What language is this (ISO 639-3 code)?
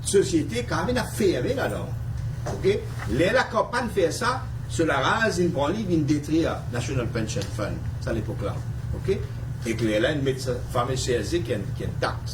mfe